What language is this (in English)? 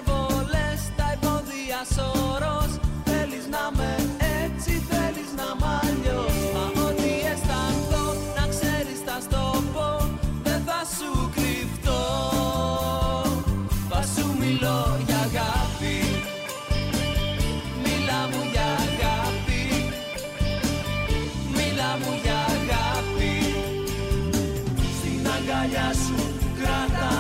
Greek